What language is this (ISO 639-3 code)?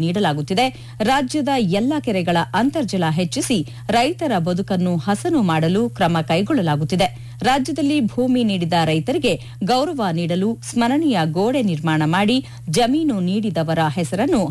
kan